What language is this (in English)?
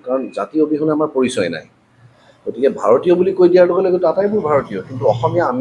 Assamese